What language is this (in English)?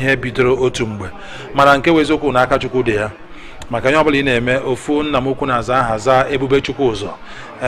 Igbo